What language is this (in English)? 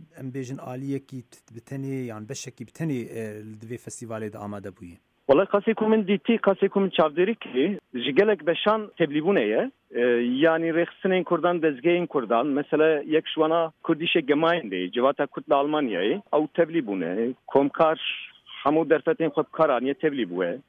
Kurdish